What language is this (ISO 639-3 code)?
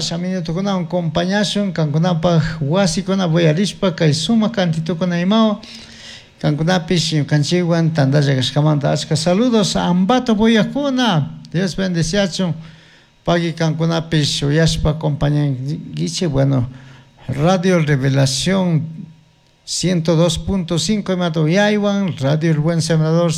qug